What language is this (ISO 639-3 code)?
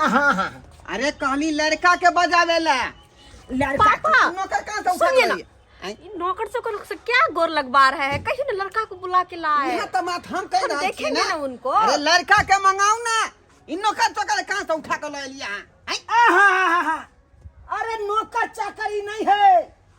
mai